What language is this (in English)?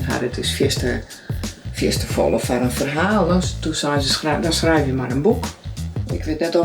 Western Frisian